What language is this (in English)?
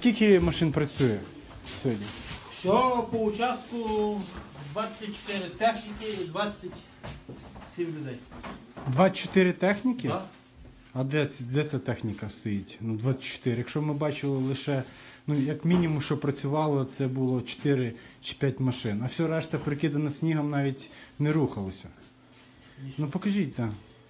Ukrainian